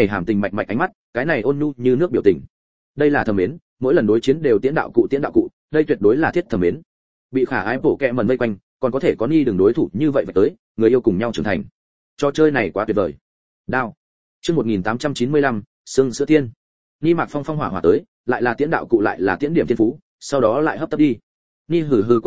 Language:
Vietnamese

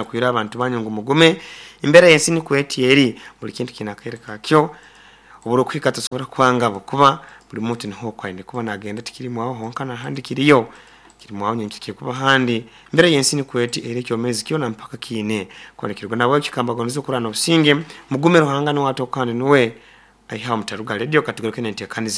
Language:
Nyankole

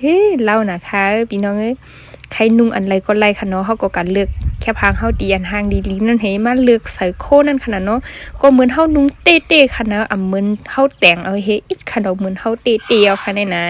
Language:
Shan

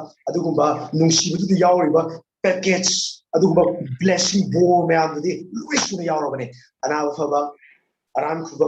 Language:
Manipuri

